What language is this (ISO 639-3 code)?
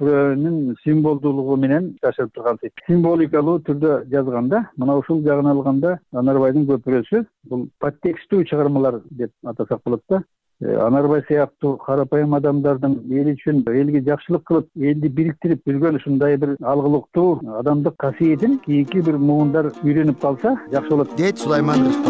kir